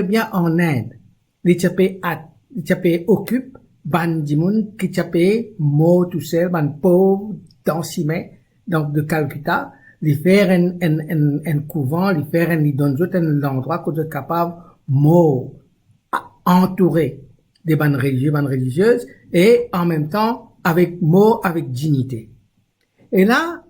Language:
Morisyen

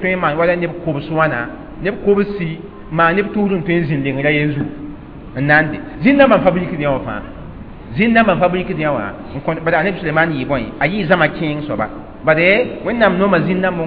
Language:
Mossi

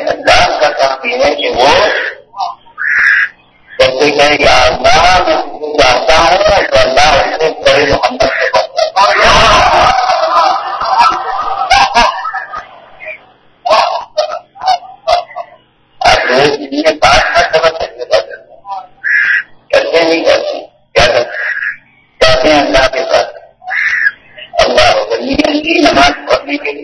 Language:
Urdu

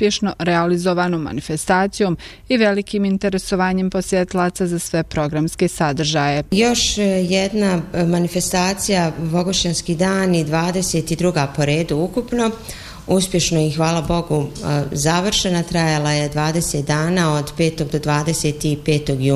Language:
Bosnian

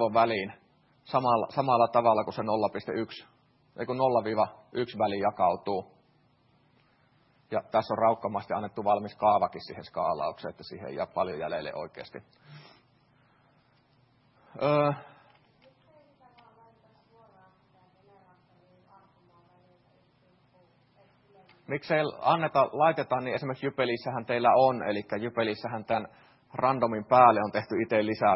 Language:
Finnish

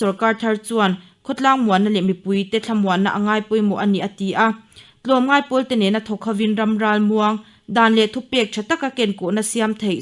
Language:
Mizo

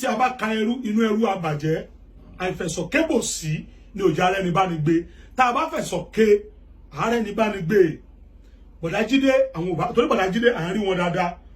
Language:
Yoruba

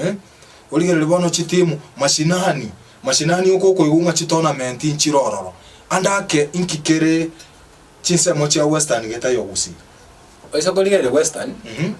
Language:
Gusii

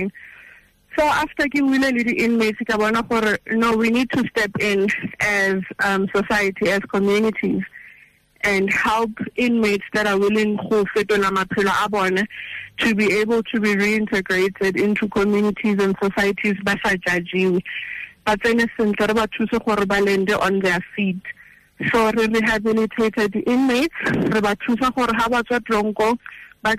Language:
Tswana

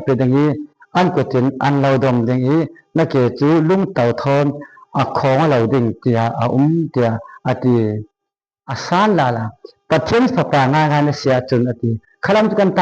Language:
Falam Chin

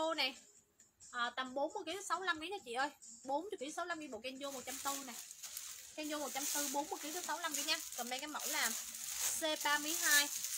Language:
Vietnamese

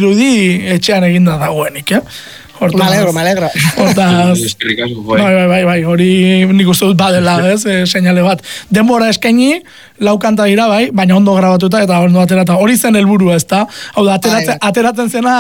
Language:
Basque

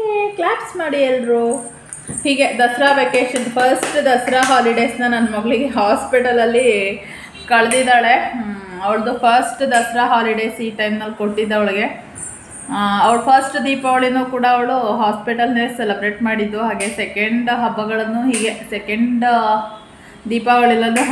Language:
Kannada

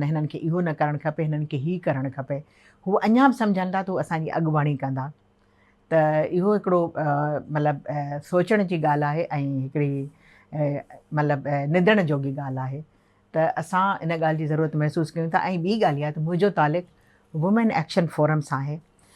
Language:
Sindhi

